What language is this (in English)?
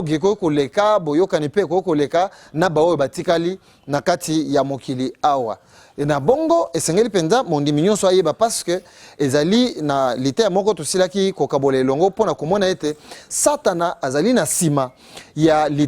Lingala